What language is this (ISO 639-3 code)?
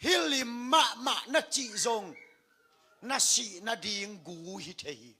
ctd